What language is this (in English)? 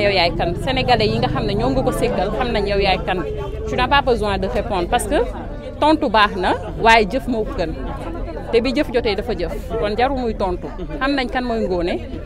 Wolof